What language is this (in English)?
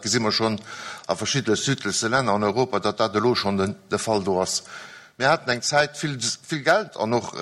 Luxembourgish